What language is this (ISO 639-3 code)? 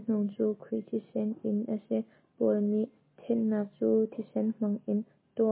cnh